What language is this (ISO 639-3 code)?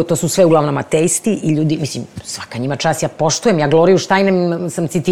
srp